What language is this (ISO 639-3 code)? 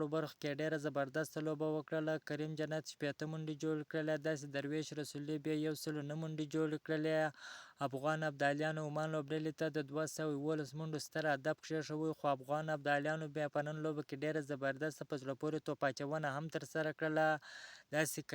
pus